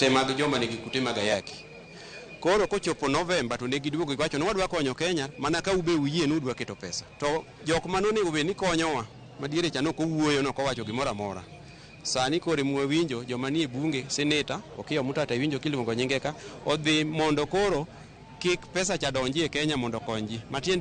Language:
Luo (Kenya and Tanzania)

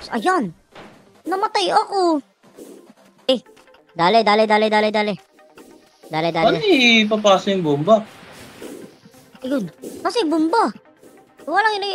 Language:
Filipino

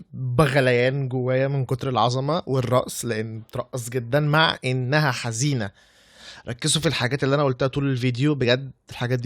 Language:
Egyptian Arabic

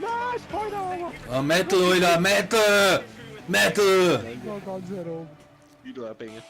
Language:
Bavarian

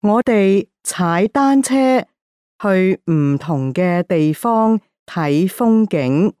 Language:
Cantonese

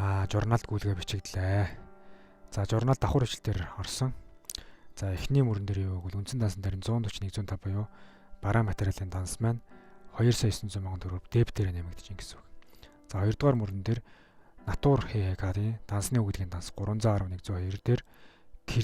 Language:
Mongolian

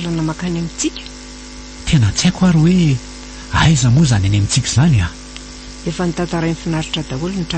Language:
Malagasy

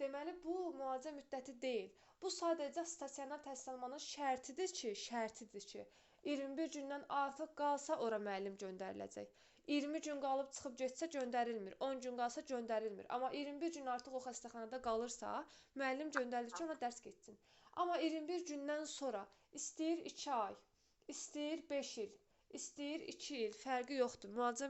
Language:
Azerbaijani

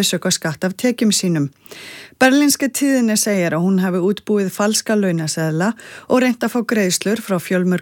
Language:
Icelandic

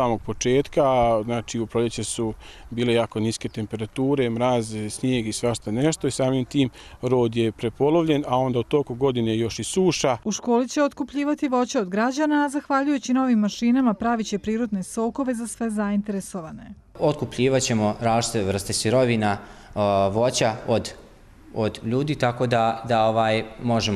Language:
Croatian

